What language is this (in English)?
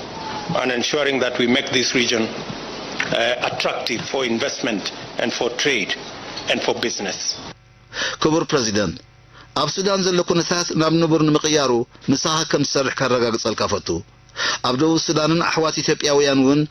Tigrinya